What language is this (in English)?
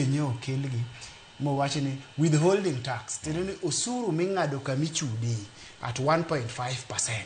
Luo (Kenya and Tanzania)